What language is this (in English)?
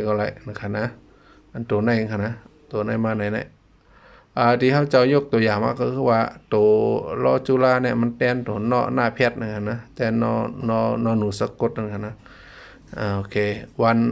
Shan